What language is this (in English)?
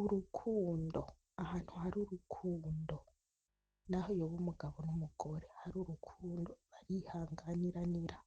Rundi